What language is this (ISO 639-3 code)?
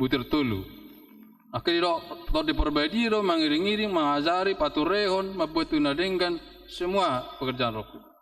bbc